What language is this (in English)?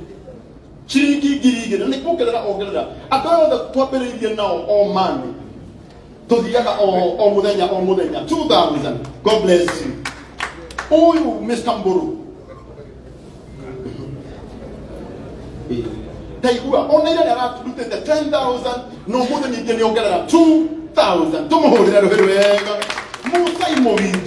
Kikuyu